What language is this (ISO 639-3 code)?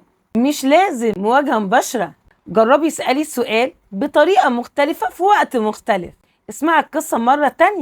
arz